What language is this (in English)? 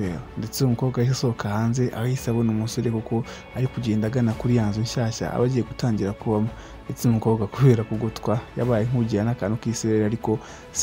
Kinyarwanda